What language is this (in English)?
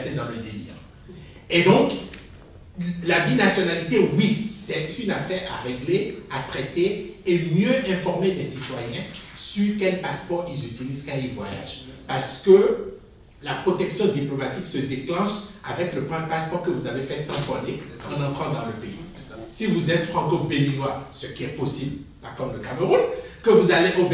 French